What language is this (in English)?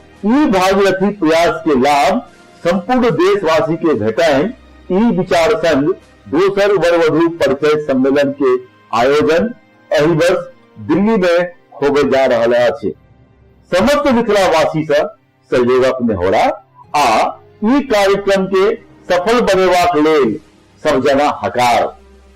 Maithili